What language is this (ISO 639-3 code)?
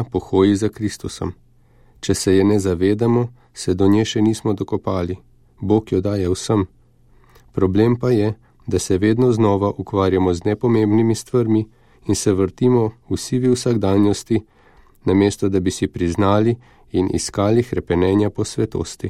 slv